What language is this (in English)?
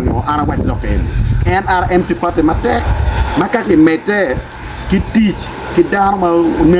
Acoli